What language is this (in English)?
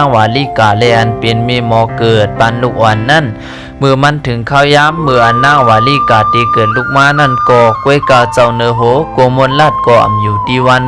Shan